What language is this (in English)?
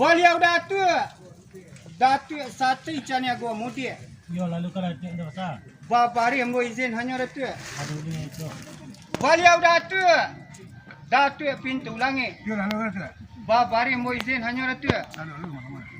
Minangkabau